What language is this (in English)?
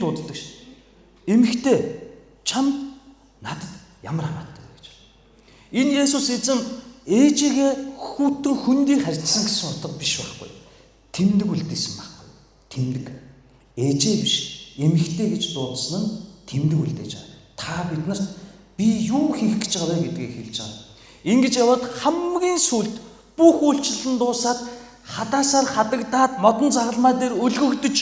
Mongolian